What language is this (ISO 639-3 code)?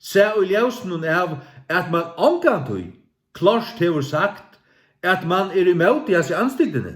fao